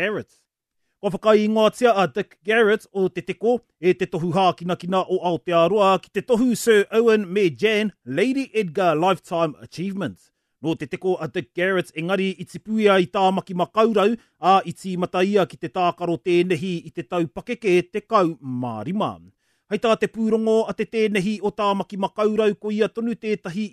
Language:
Māori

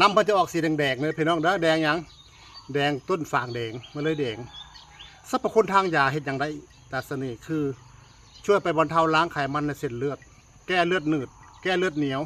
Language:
Northeastern Thai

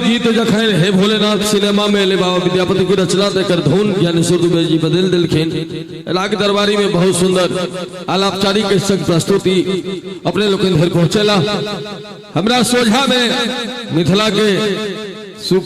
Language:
Maithili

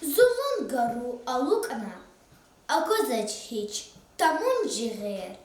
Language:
Lezghian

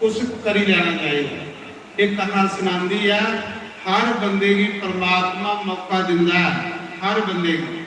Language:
Dogri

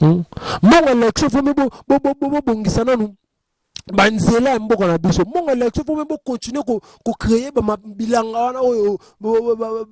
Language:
Lingala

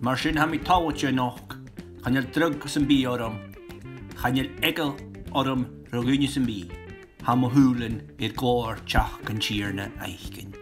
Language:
Scottish Gaelic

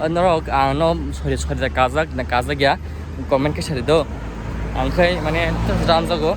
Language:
Kok Borok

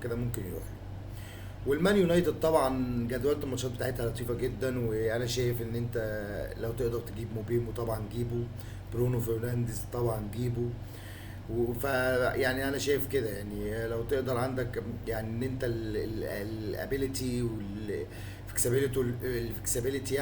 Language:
Egyptian Arabic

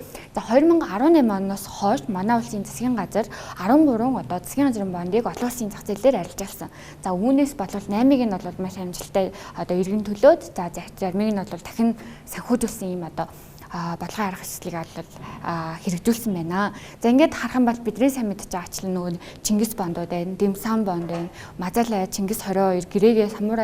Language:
Mongolian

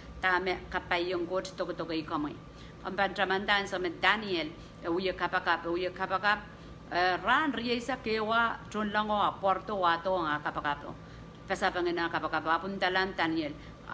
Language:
Pohnpeian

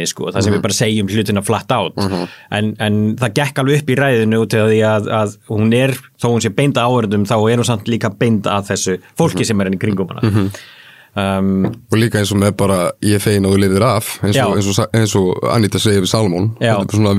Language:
Icelandic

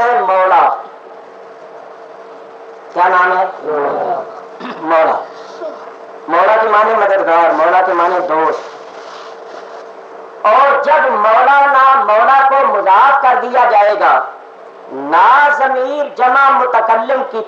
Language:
Urdu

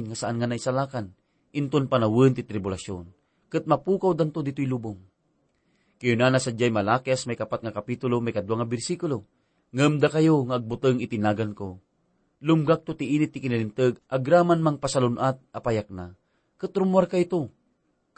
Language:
Iloko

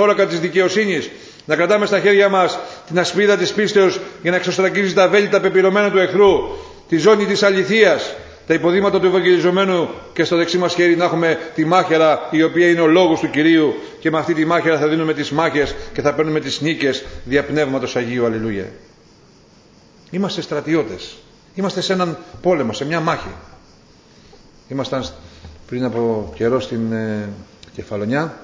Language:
Greek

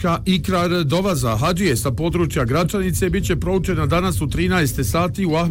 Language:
Bosnian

